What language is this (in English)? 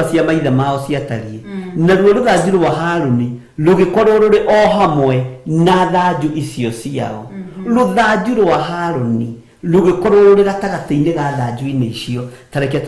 Kikuyu